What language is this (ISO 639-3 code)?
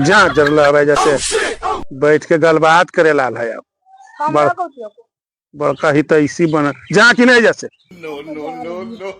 mag